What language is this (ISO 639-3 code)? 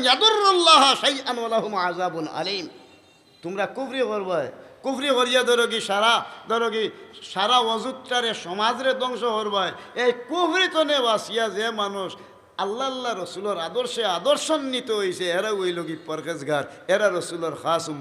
syl